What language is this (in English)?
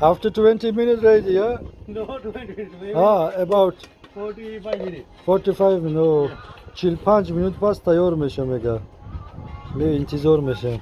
Tajik